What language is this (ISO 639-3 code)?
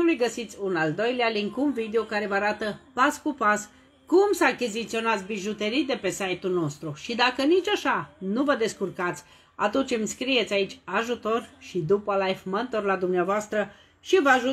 ron